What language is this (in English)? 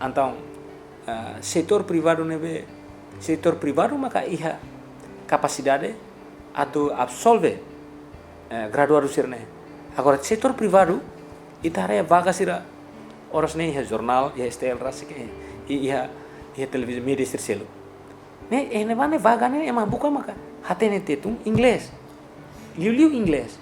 Tetum